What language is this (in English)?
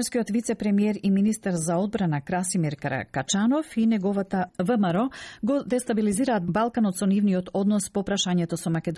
Macedonian